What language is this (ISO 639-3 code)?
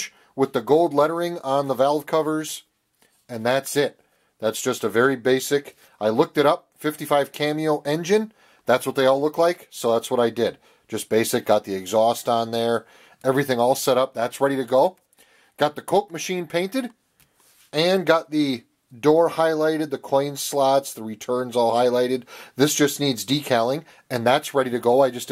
eng